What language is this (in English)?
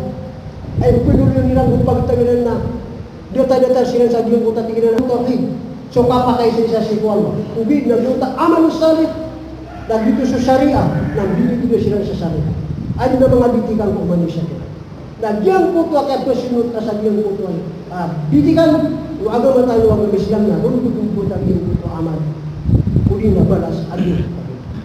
Maranao